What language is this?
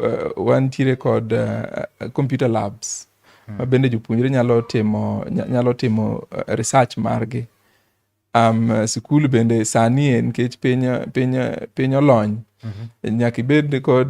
Luo (Kenya and Tanzania)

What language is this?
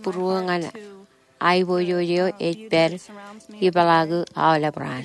Marshallese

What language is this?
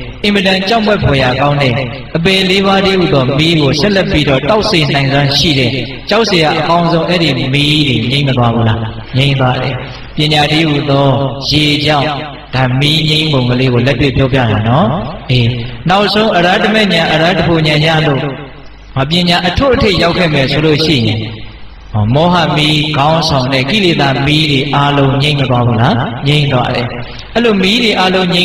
Burmese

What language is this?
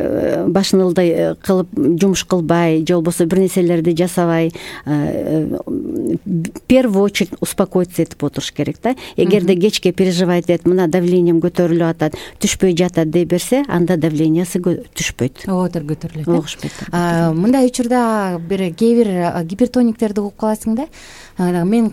Kyrgyz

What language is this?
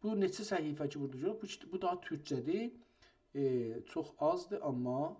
South Azerbaijani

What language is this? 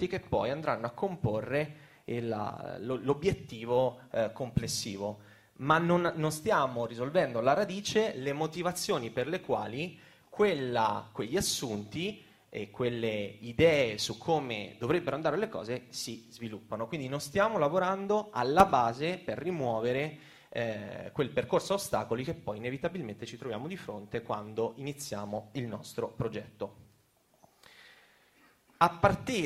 Italian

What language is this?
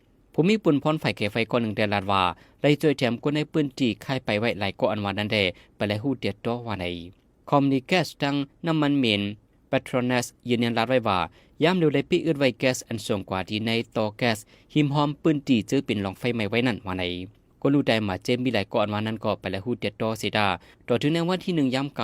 Shan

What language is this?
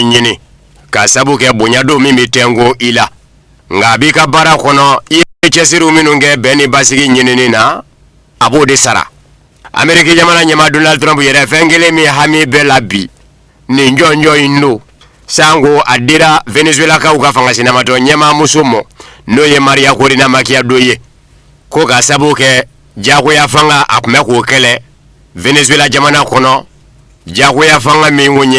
Bambara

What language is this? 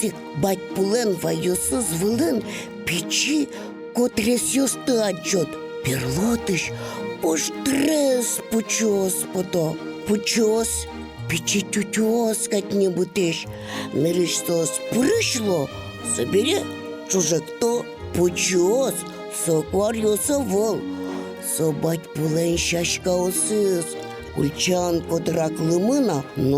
Udmurt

